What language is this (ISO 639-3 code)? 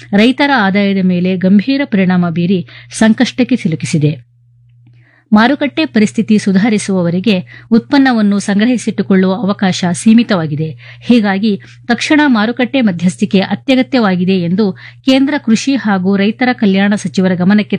kan